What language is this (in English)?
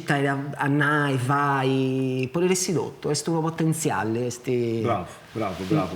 Sardinian